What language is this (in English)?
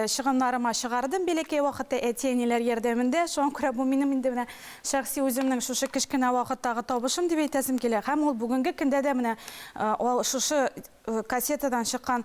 Tatar